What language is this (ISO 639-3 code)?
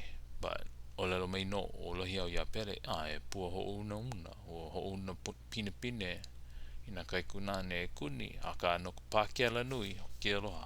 haw